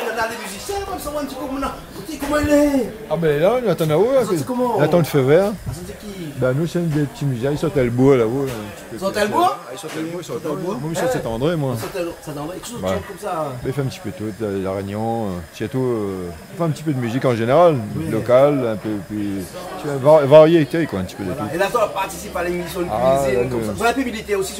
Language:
Réunion Creole French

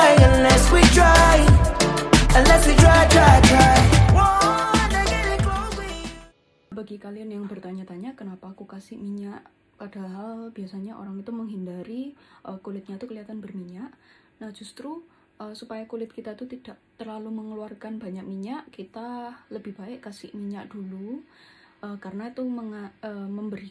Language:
Indonesian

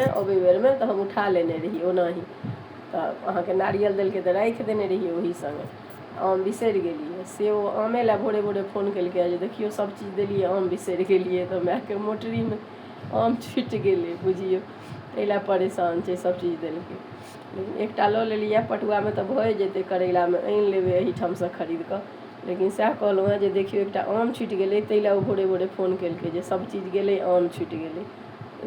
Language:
Maithili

